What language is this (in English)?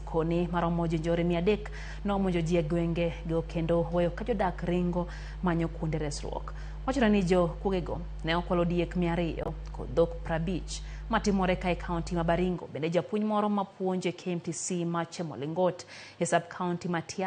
Luo (Kenya and Tanzania)